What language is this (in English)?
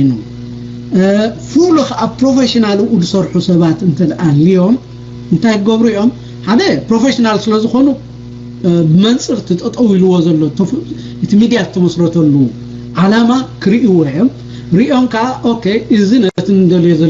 Tigrinya